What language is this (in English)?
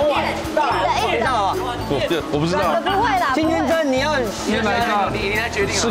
Chinese